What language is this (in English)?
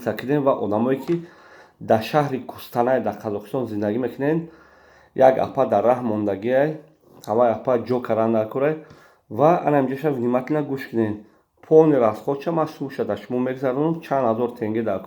Tajik